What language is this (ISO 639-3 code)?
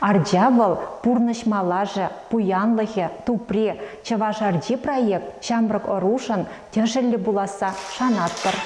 chv